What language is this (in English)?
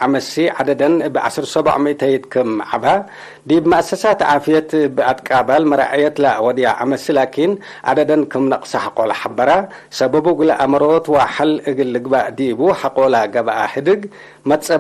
Tigre